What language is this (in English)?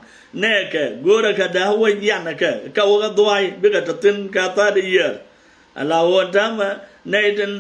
Nuer